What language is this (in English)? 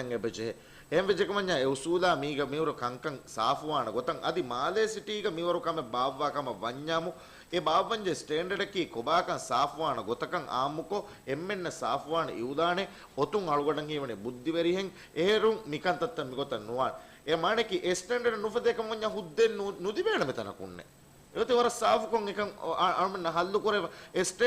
Divehi